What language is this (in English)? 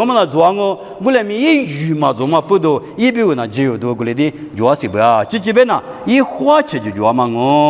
Lisu